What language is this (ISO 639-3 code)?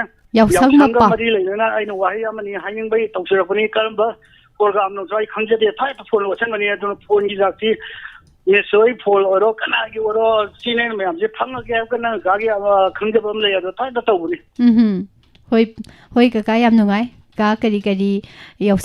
mni